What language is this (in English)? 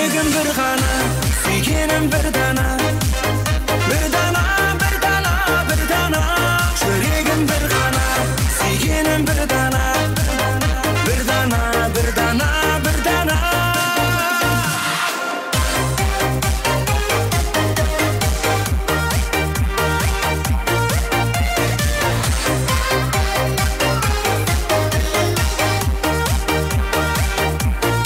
Kazakh